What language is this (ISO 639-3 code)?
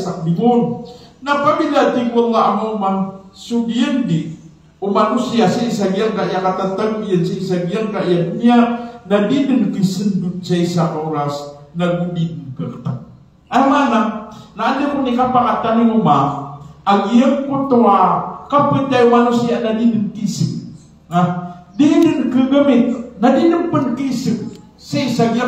mrw